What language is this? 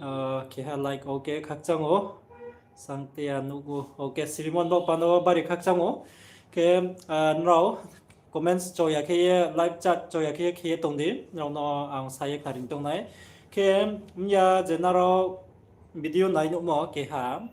Riang (India)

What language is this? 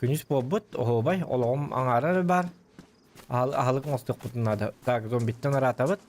Yakut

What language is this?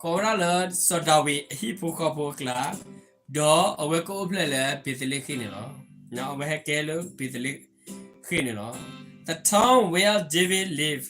S'gaw Karen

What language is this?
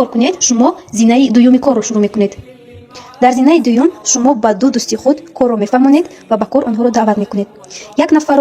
Tajik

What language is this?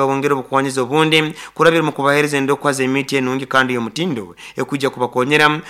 Nyoro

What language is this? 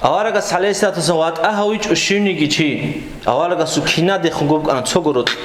Avaric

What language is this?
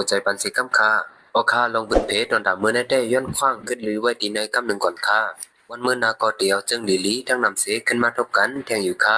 Shan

